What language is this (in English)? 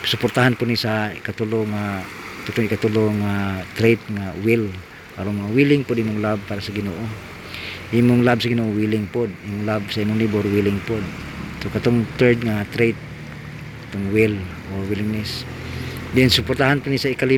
Cebuano